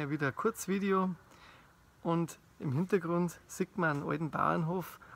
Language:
Bavarian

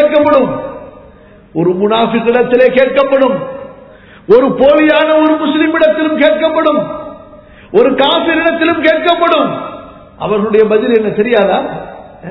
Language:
Tamil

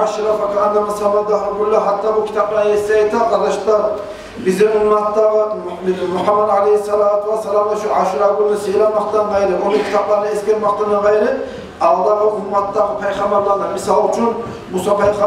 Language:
Kumyk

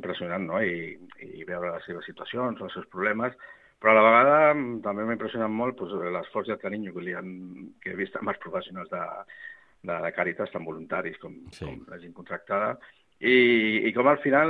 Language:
Catalan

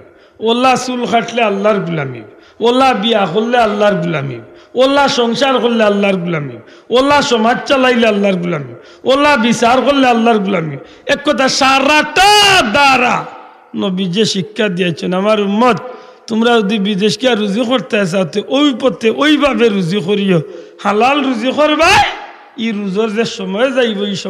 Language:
Sylheti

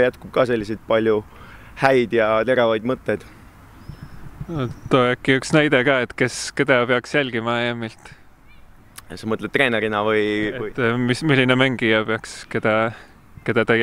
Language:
Estonian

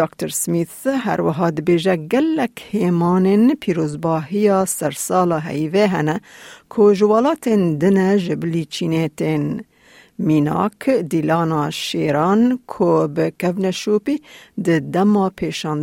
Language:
Kurdish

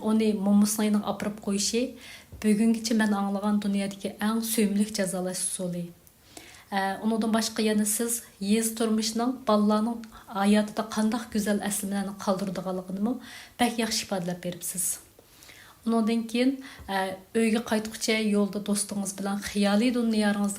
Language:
Uyghur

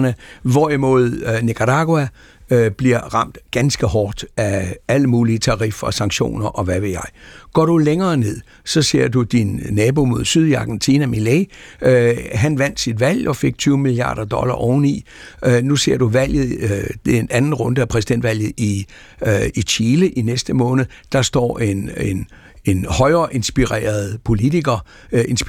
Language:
Danish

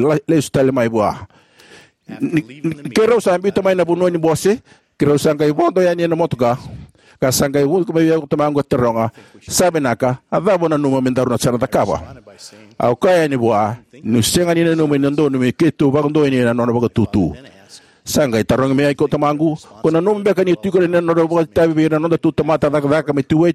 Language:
Fijian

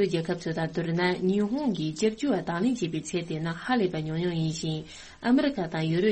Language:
Tibetan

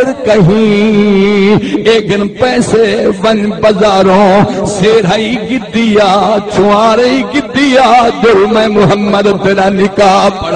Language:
Saraiki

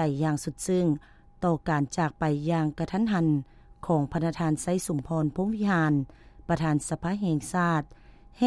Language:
Lao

